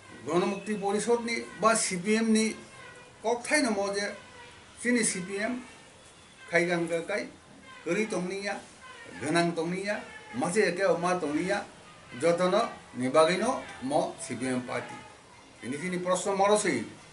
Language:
Kok Borok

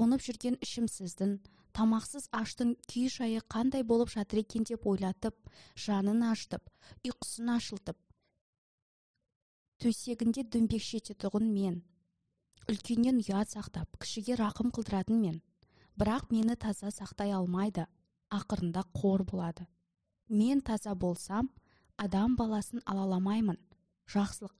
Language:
Kazakh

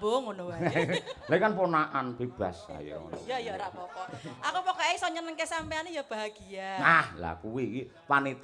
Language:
Javanese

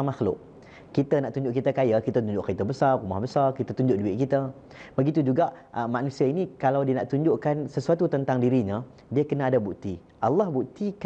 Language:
Malay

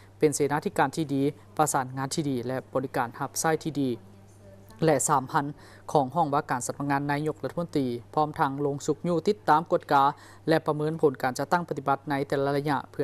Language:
Lao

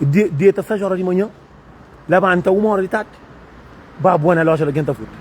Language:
Kabuverdianu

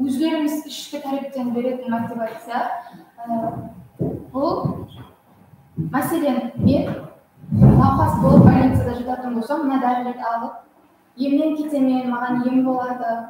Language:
Kara-Kalpak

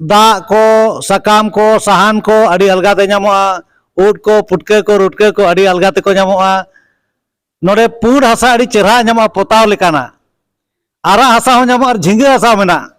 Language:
Santali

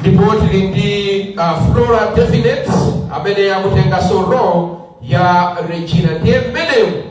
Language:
Nyanja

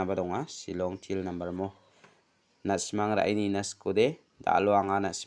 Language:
Garo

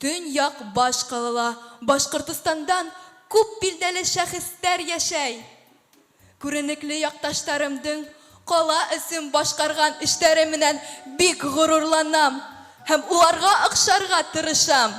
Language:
Bashkir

